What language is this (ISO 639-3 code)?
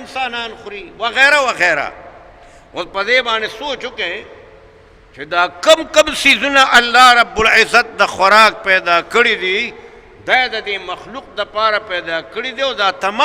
pus